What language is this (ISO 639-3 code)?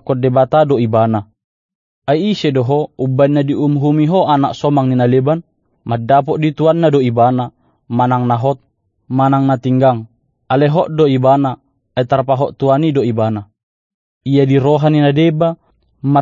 bbc